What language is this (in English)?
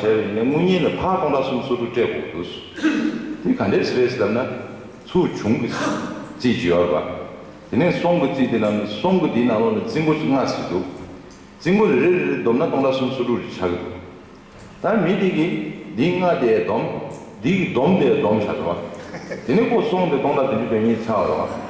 Tibetan